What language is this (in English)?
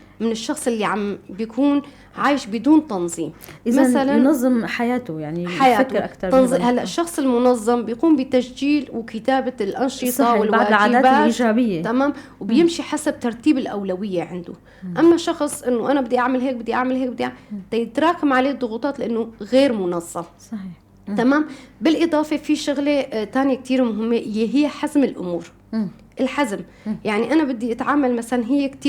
North Levantine Arabic